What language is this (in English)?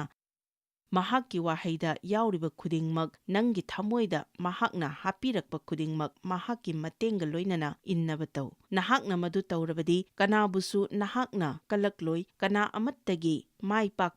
Manipuri